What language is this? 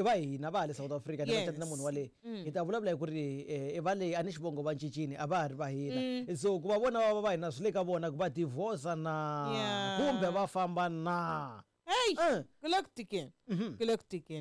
Tsonga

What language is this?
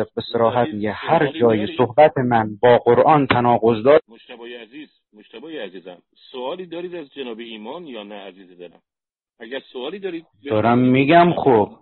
Persian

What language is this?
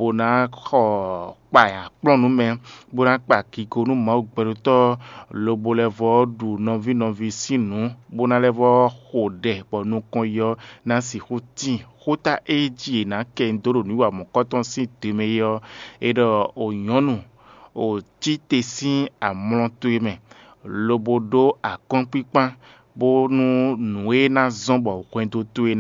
Fon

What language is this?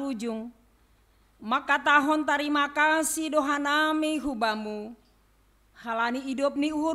Batak Simalungun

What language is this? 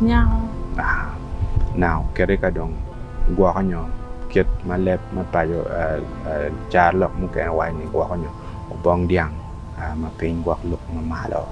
Acoli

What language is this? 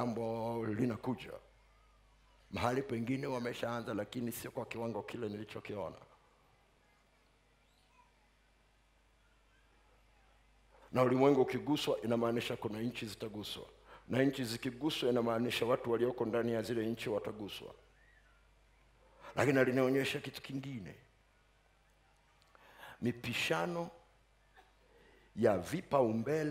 Swahili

